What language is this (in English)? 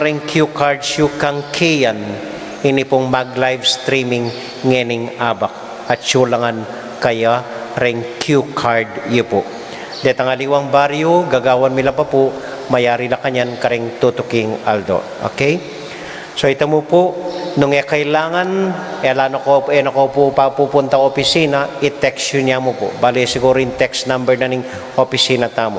Pampanga